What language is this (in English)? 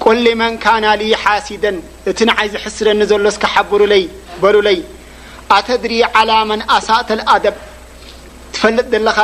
Tigrinya